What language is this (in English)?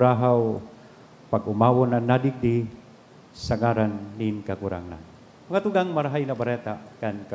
Bikol